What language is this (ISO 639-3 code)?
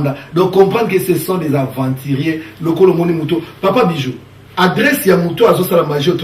lin